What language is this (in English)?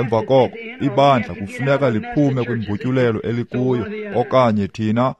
Xhosa